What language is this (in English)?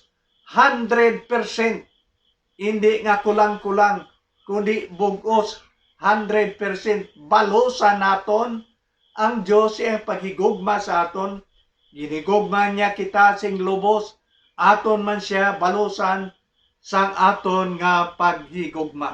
Hiligaynon